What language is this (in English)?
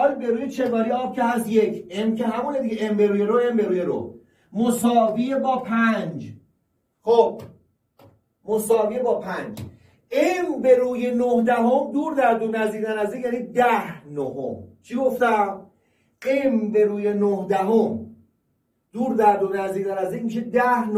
Persian